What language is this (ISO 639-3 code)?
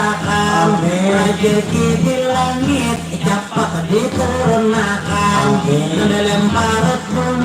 bjn